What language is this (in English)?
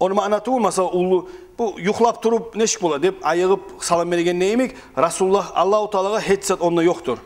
Kumyk